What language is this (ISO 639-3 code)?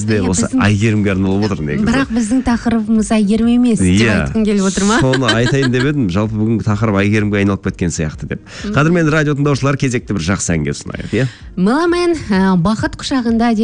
kaz